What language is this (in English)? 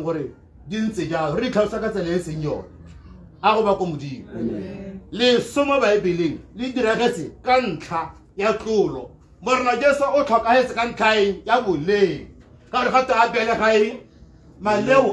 Tswana